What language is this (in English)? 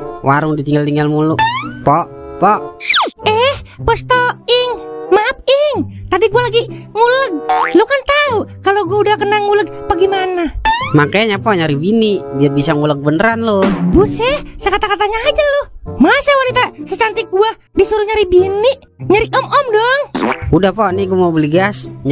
Betawi